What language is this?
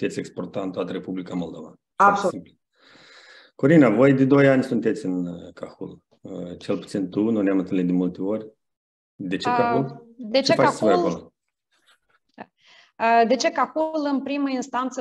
Romanian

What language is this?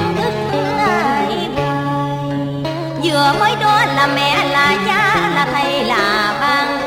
Vietnamese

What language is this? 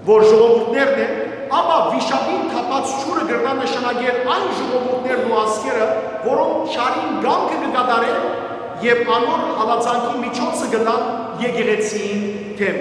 Western Armenian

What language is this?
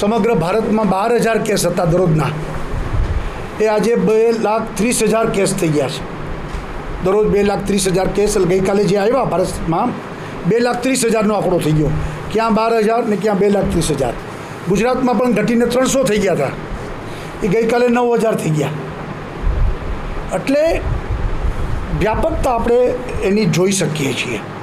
Gujarati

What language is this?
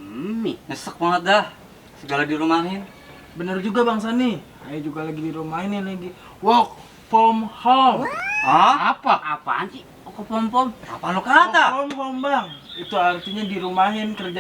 Betawi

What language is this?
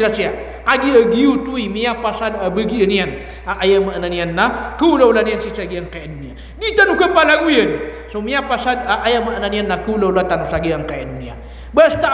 Maranao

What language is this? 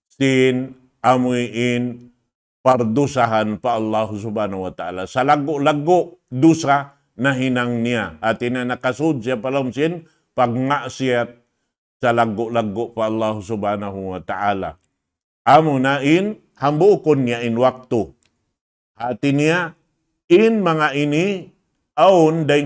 Tausug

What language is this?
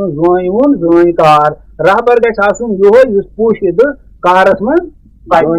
Kashmiri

